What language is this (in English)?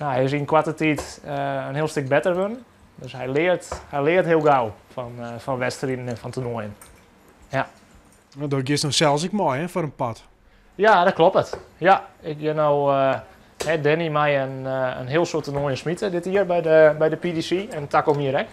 Western Frisian